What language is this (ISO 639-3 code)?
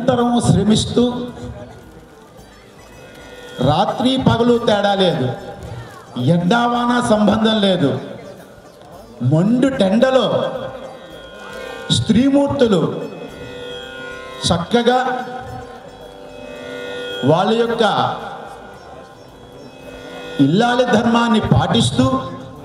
tel